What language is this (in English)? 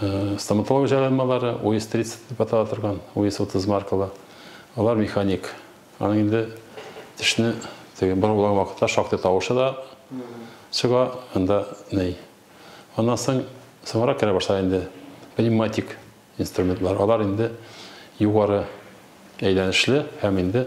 Tatar